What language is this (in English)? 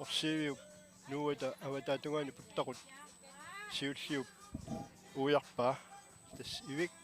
Kalaallisut